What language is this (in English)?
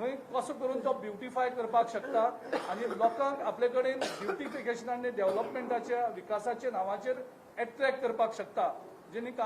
Konkani